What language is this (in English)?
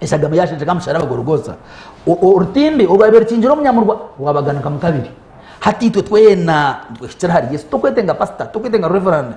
Nyankole